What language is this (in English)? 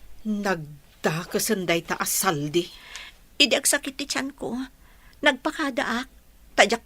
Iloko